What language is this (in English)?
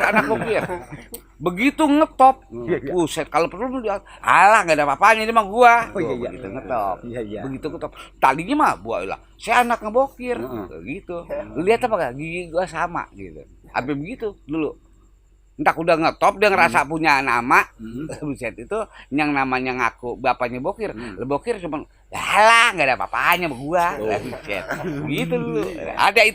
Betawi